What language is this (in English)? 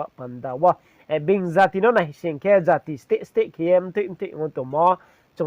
Riang (India)